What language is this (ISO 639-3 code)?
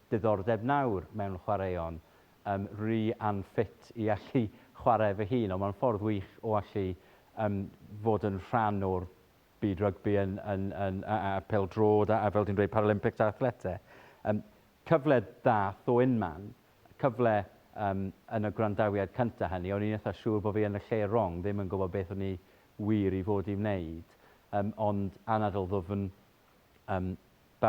cym